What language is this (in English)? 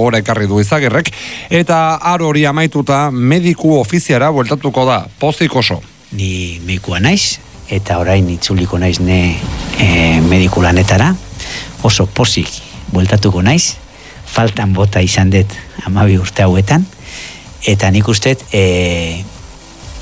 Basque